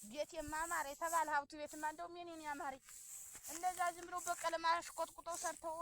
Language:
Amharic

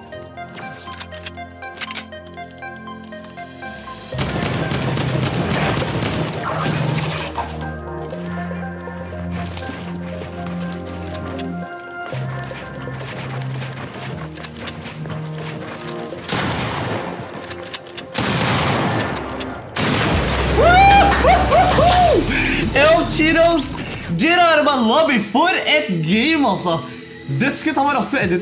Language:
Norwegian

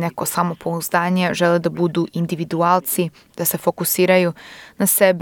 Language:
Serbian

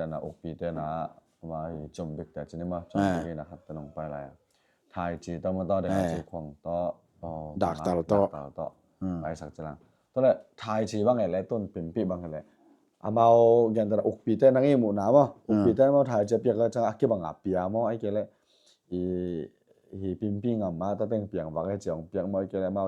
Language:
Tedim Chin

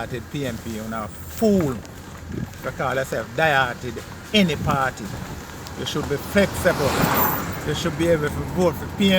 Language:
Jamaican Creole English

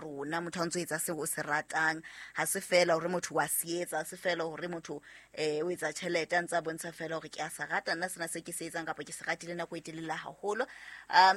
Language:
Southern Sotho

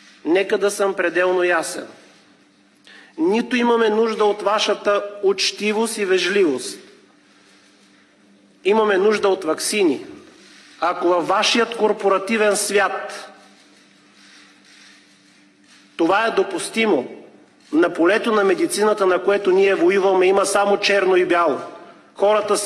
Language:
Bulgarian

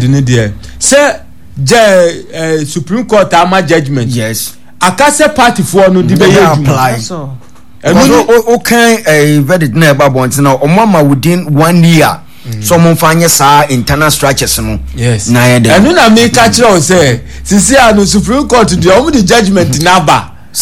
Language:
Akan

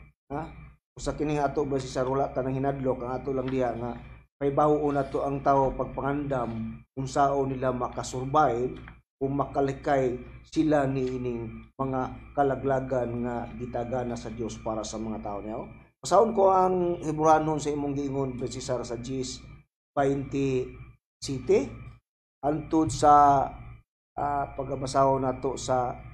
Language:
Cebuano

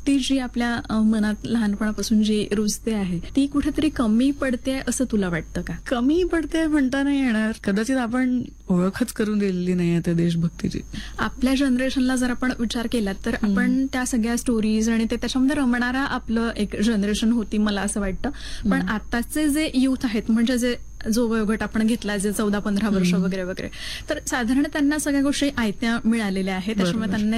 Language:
Marathi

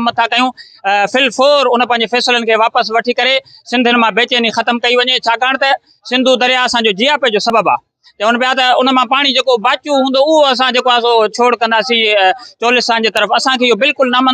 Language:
Sindhi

